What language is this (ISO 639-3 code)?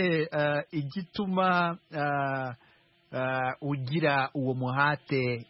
kin